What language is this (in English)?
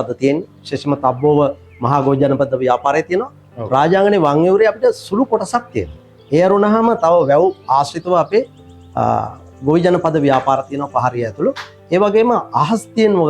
Sinhala